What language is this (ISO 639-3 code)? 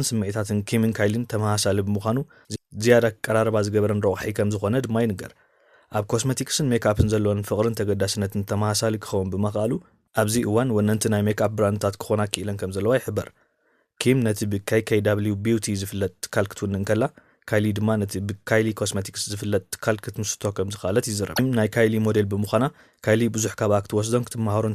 tir